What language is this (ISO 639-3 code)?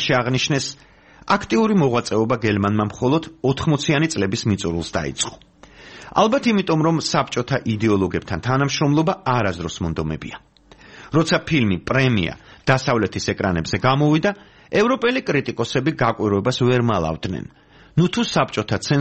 kat